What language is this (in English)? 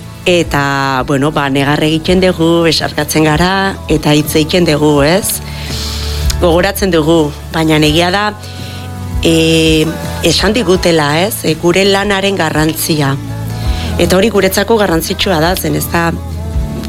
Basque